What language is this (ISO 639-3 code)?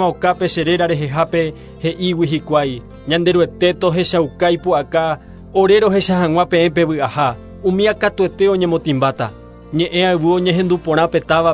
grn